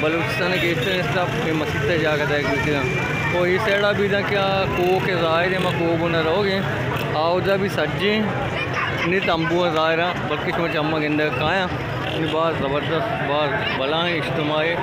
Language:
Baluchi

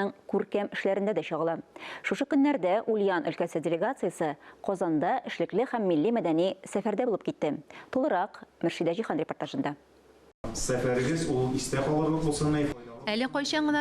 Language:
Tatar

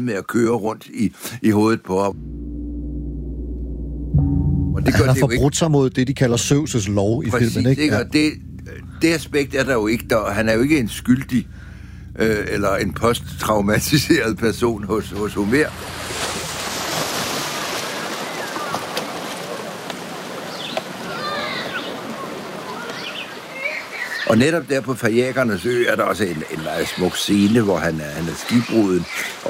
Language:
Danish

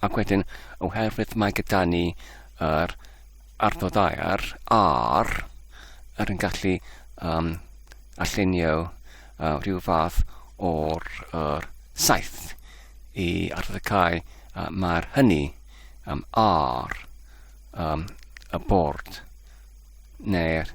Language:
Welsh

